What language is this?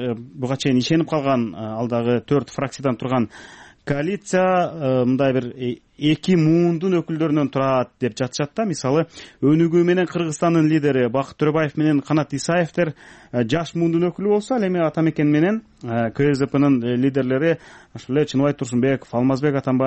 Kyrgyz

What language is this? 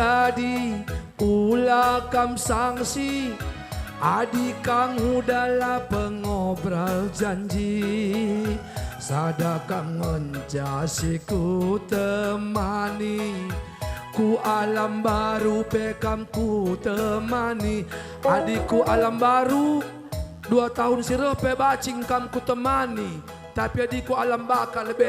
Batak Karo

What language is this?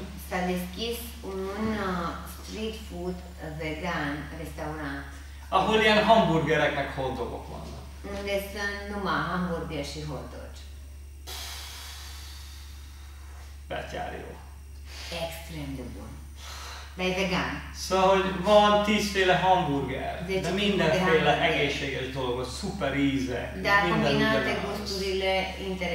Hungarian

